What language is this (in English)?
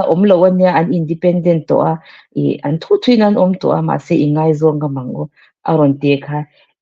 Mizo